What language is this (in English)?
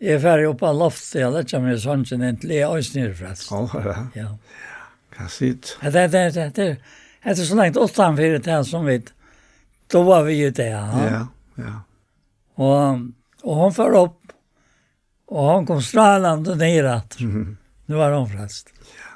Faroese